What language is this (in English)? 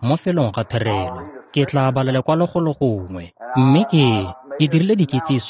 Tswana